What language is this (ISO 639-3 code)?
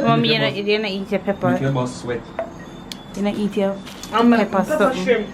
jam